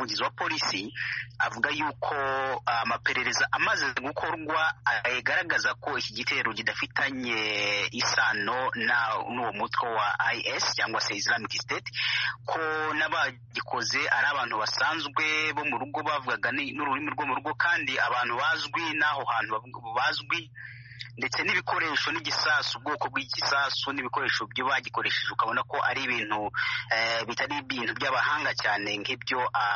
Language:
Kinyarwanda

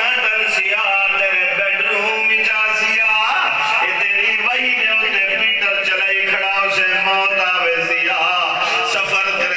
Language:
Saraiki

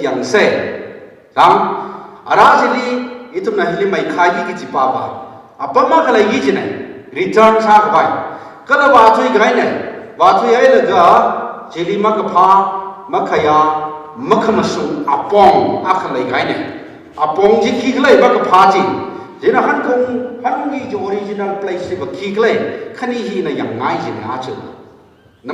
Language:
Tangkhul Naga (India)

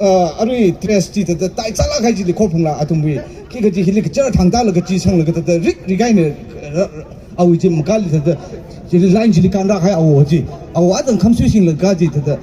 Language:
Tangkhul Naga (India)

